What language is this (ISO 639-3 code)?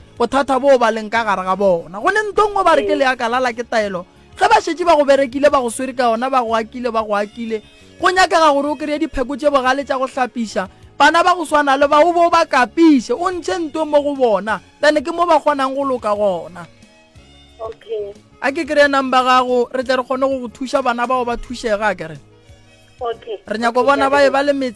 nso